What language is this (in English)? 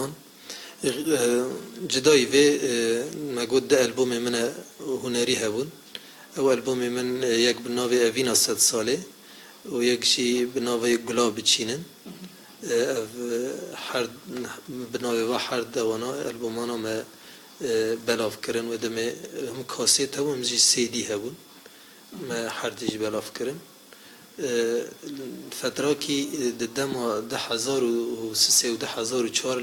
Kurdish